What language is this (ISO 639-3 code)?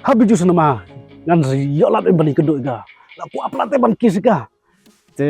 kha